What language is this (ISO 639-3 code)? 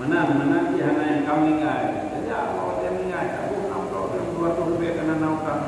ace